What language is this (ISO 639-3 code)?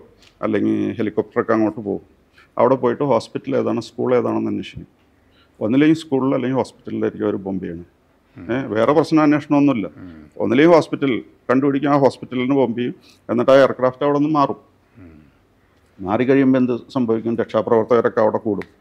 mal